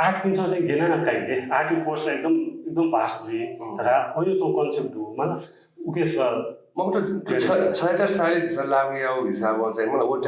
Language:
Newari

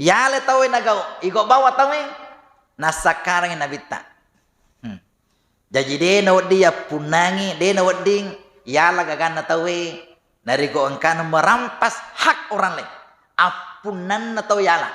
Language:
Buginese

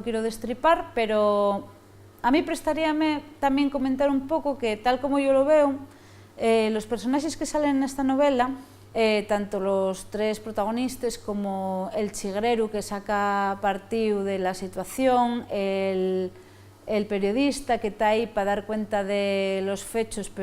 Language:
Asturian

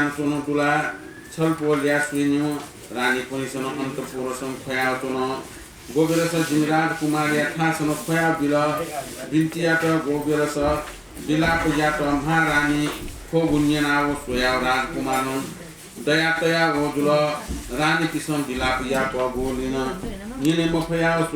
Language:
Newari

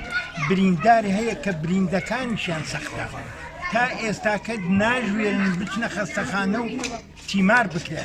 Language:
Central Kurdish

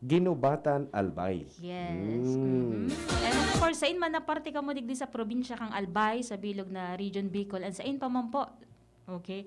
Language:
Bikol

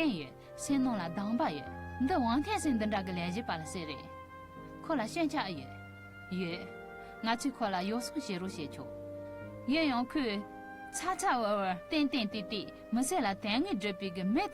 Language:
Tibetan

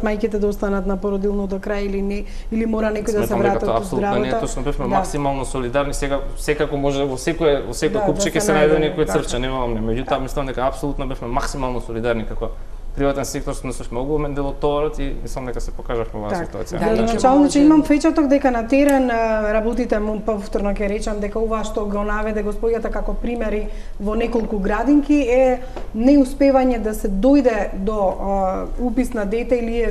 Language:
Macedonian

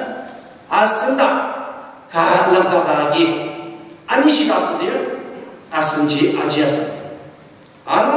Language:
Ao Naga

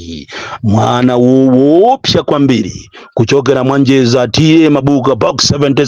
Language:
Nyanja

